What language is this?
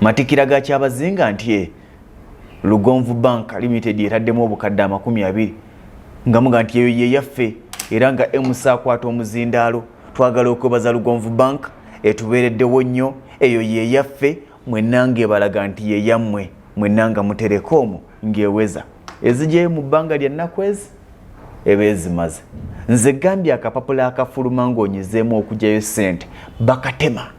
Ganda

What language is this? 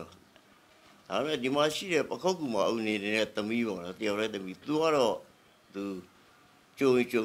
Burmese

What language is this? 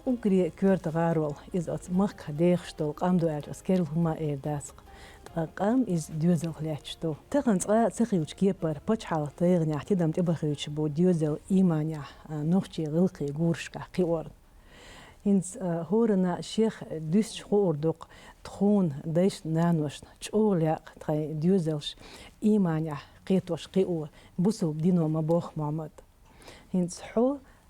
Chechen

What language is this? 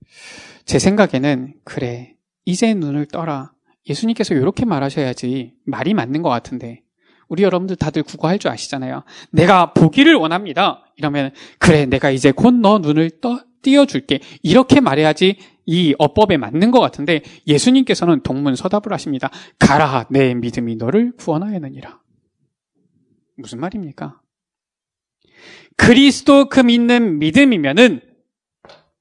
Korean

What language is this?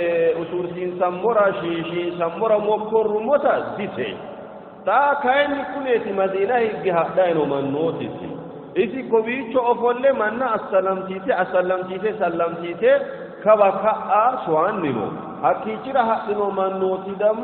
Sidamo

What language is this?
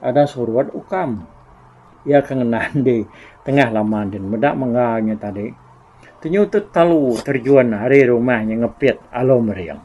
Iban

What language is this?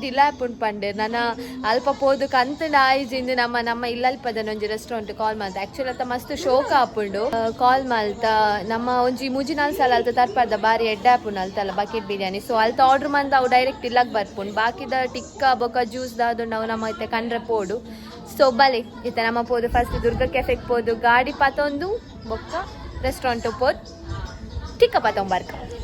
Tulu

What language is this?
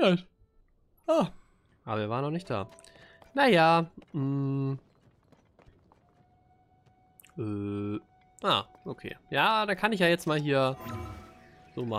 German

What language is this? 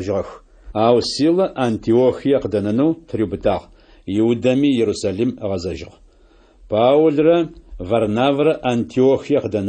Adyghe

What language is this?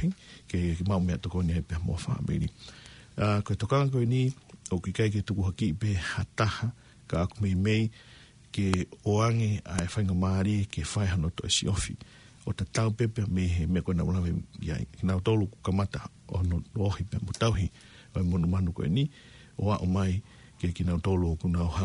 Tongan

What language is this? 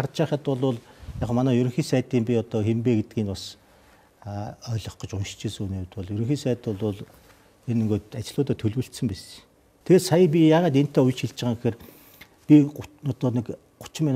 Mongolian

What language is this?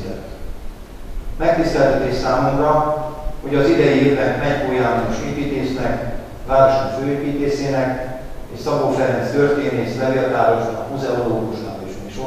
Hungarian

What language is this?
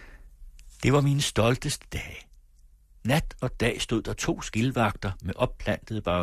Danish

